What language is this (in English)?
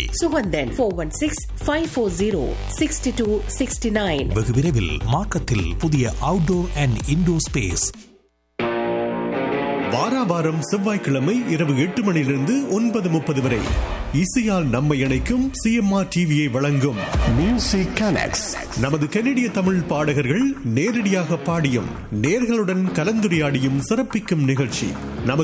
Tamil